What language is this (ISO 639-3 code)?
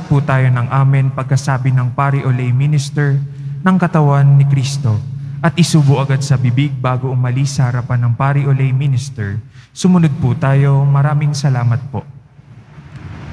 fil